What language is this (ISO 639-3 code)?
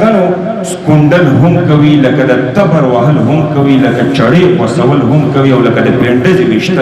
pus